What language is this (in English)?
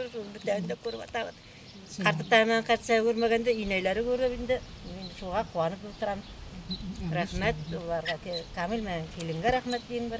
Bashkir